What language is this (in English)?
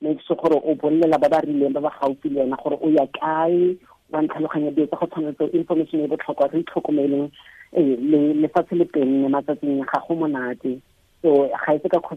Tswana